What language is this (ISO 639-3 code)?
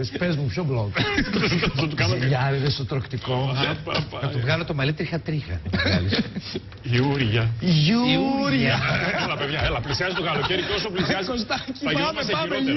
ell